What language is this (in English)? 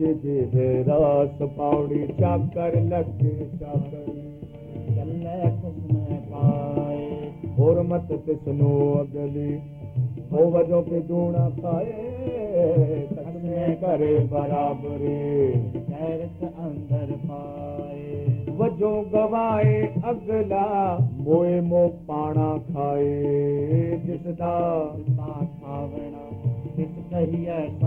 Punjabi